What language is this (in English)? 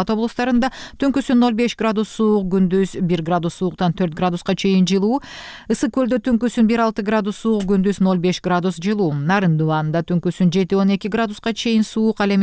Kyrgyz